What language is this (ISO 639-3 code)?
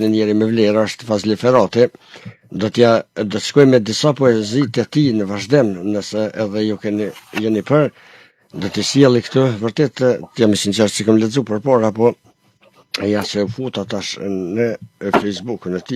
sqi